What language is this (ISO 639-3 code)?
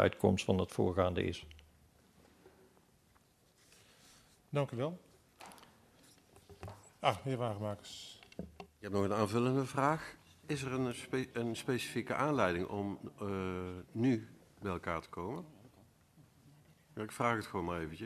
nld